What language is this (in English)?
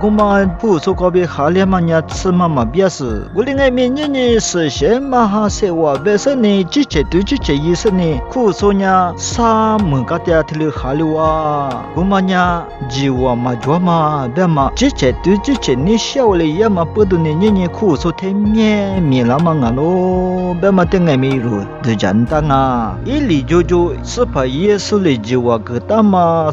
Lisu